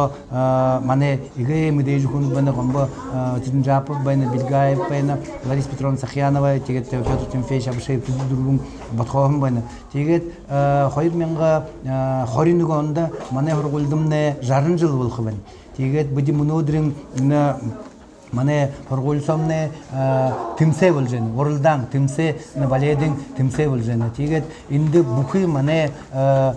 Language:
Buriat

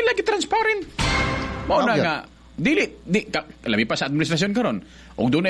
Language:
Cebuano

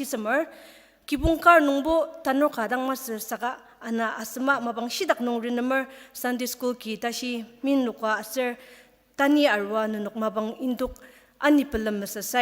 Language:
Ao Naga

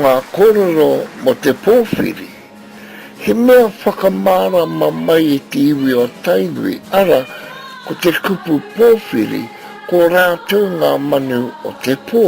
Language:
Māori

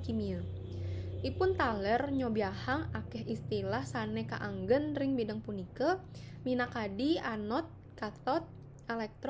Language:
Balinese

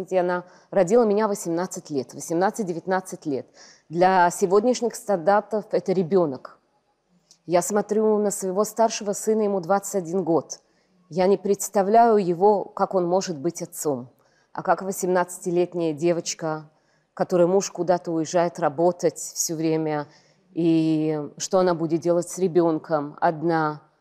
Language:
Russian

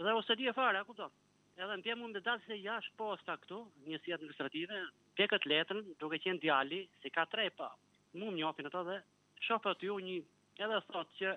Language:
Albanian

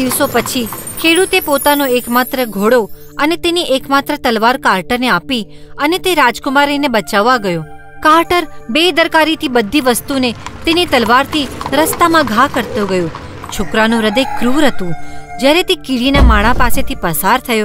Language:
Gujarati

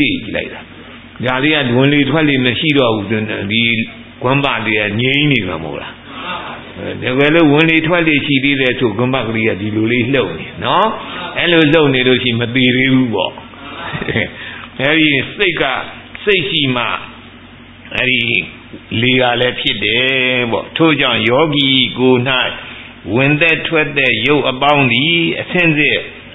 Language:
Burmese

